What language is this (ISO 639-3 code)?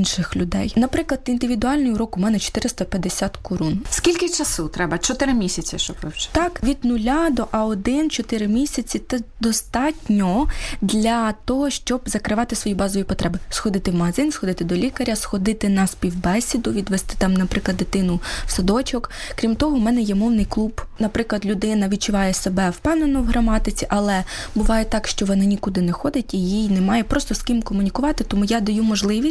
ukr